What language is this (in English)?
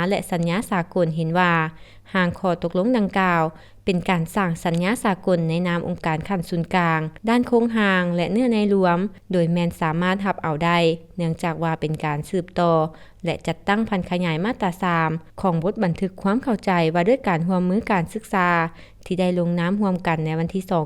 Lao